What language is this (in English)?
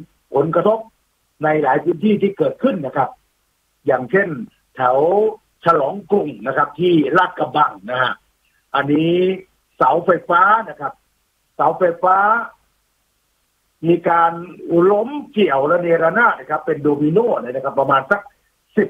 Thai